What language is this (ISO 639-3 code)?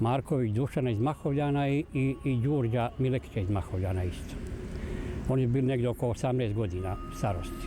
bos